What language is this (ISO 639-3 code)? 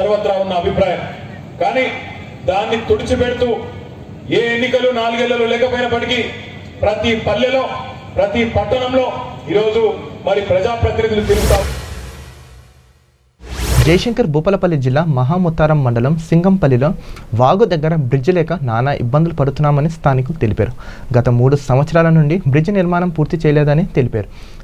tel